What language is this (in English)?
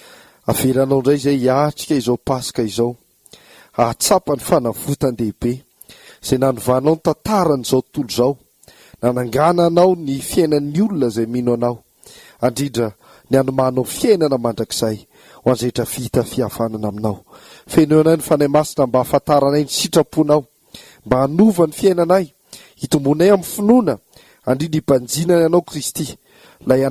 Malagasy